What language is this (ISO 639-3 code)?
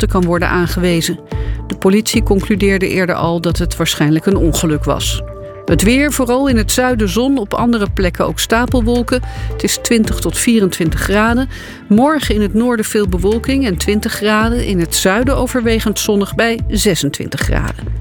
nld